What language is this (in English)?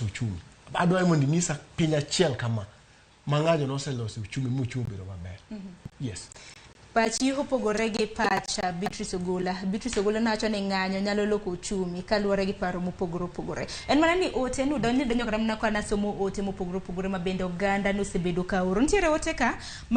Luo (Kenya and Tanzania)